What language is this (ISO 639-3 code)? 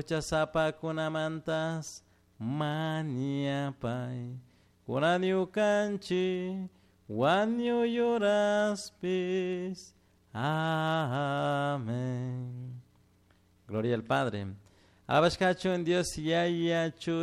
qug